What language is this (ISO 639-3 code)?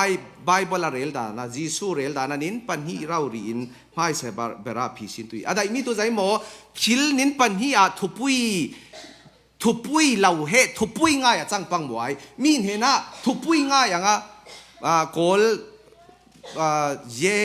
cfm